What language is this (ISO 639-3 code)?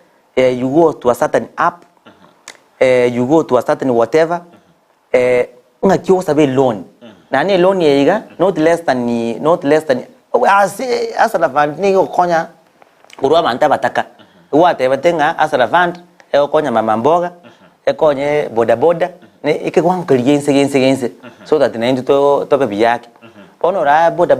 guz